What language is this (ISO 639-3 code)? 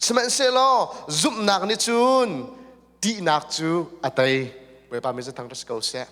cnh